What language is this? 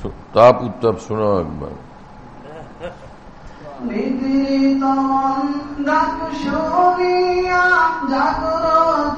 Bangla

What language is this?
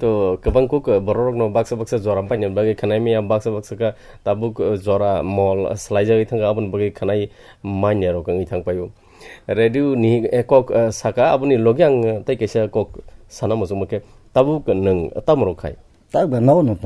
Kok Borok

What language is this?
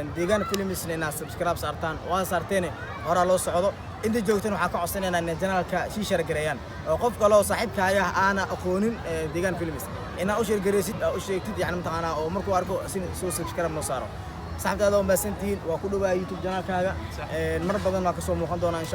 Somali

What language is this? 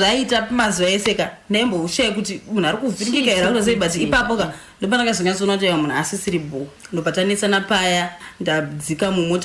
Shona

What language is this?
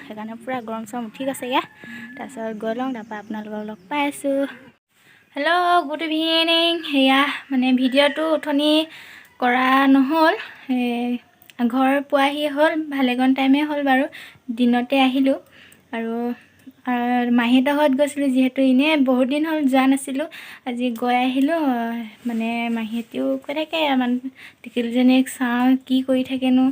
Assamese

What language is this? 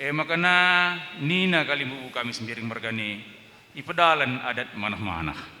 Batak Karo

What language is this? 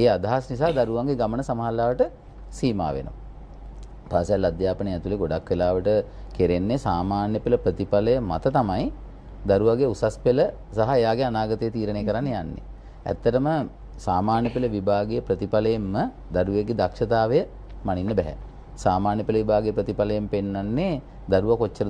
Sinhala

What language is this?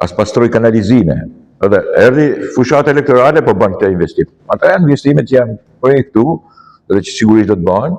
Albanian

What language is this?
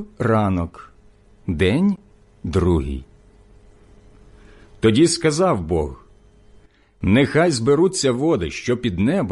Ukrainian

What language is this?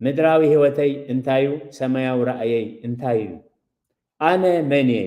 Tigrinya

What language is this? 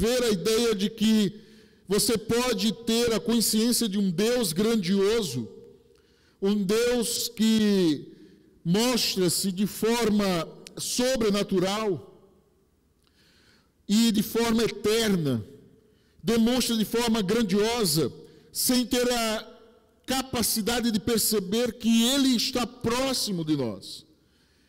Portuguese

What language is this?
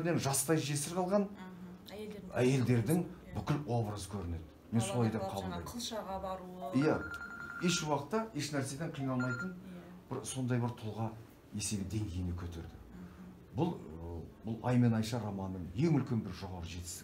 Kazakh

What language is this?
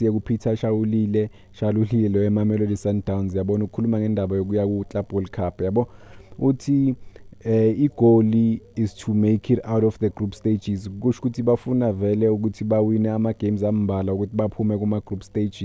Zulu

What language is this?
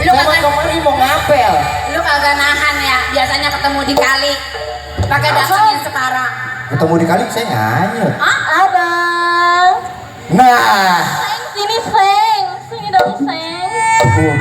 Betawi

